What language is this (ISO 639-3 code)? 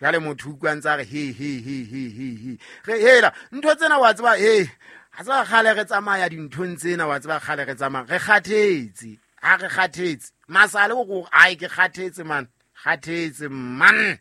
sot